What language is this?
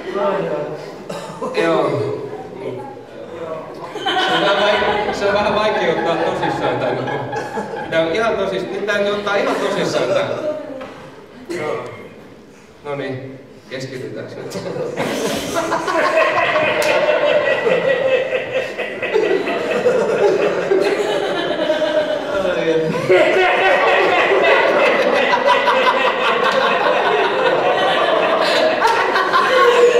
Finnish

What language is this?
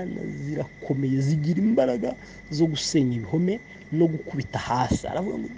Kinyarwanda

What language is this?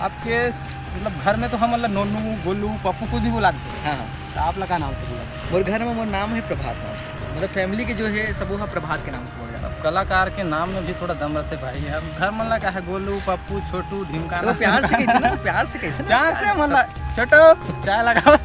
Chhattisgarhi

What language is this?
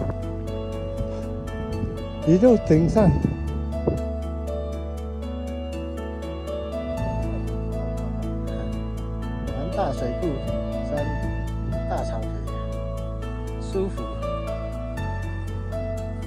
Chinese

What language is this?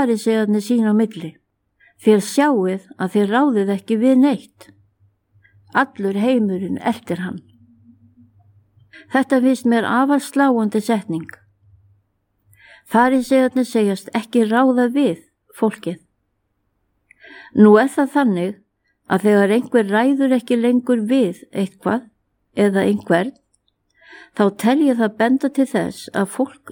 Icelandic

